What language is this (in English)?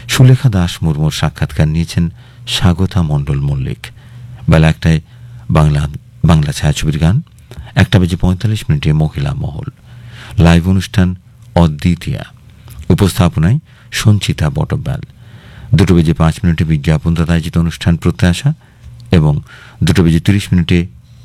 Bangla